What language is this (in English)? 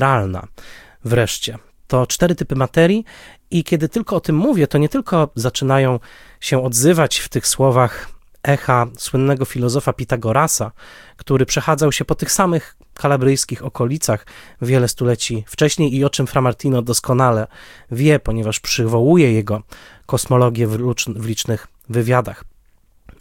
Polish